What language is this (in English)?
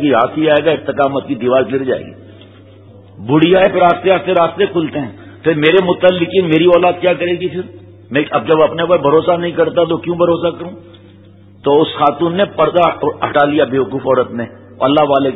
Urdu